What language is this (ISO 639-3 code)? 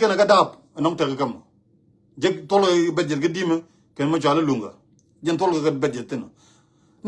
nus